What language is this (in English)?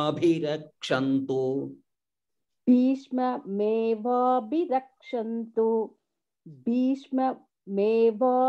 Sanskrit